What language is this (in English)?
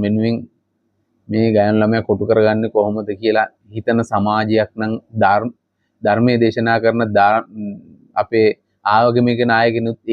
Sinhala